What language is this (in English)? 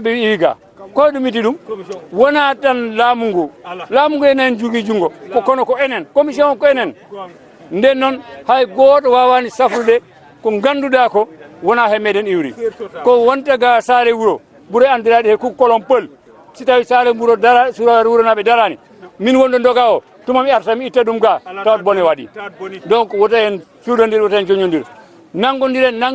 Fula